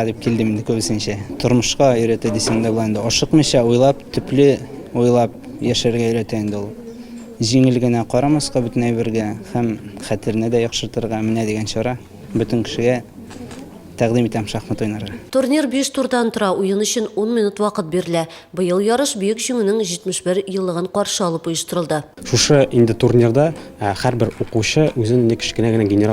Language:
Tatar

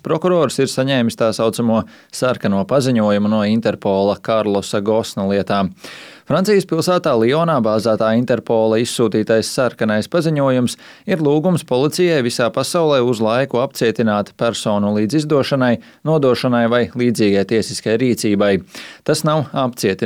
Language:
Latvian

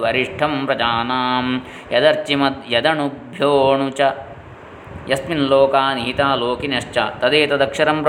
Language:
Sanskrit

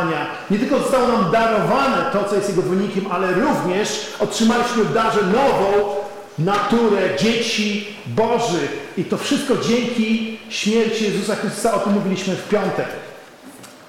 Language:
Polish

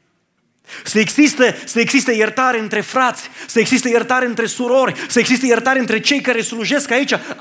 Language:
Romanian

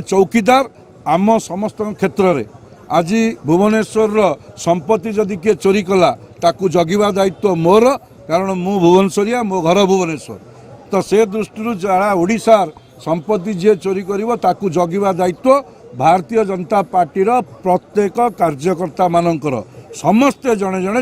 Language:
Odia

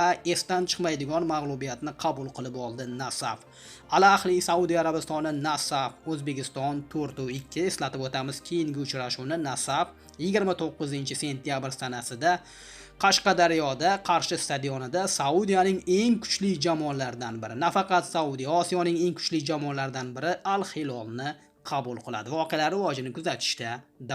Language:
Uzbek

